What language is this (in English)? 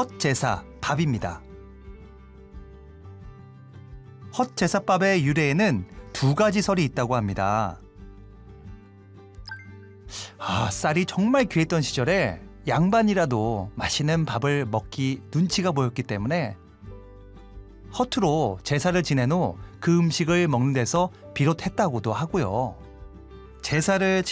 Korean